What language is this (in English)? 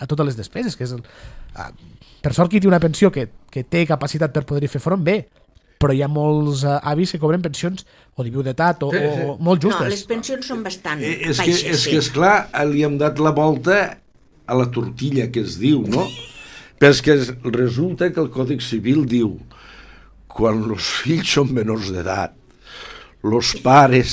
Catalan